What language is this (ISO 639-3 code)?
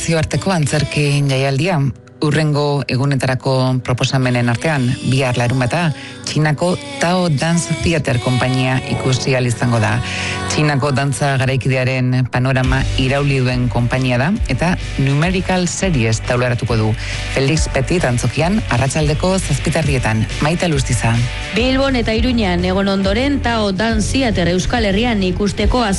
eus